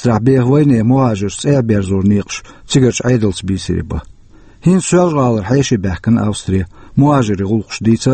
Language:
Chechen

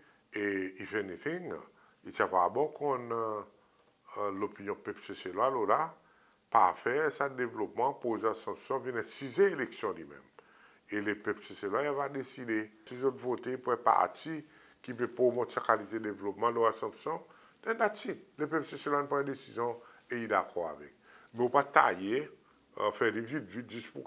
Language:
Seselwa Creole French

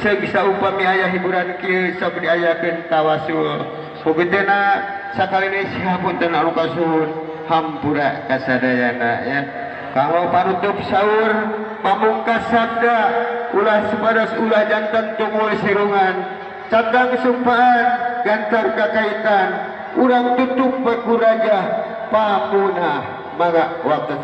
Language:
Sundanese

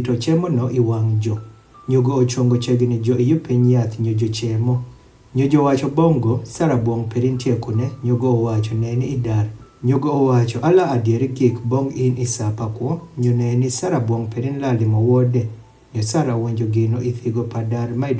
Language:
Adhola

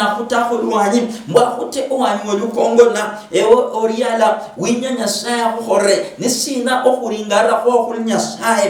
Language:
Luyia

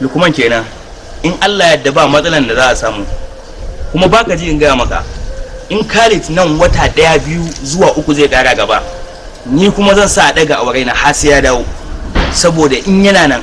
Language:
Hausa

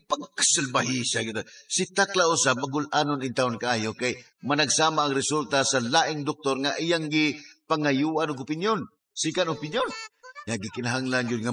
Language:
Cebuano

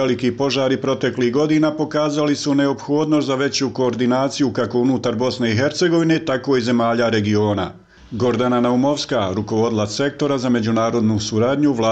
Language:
Bosnian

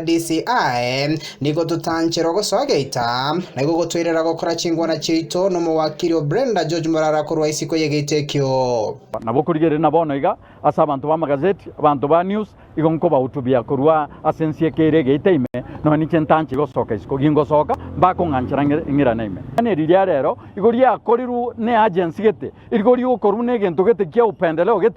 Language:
Gusii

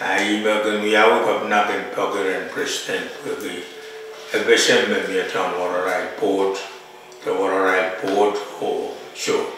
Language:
Pohnpeian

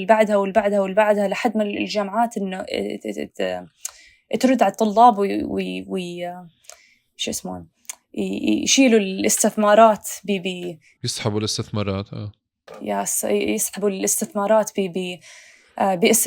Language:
North Levantine Arabic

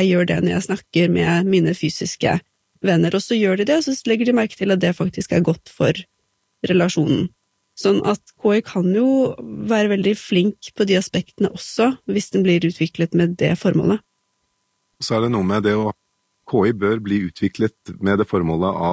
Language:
Norwegian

